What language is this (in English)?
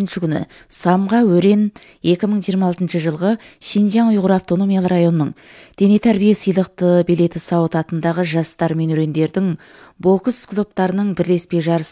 Kazakh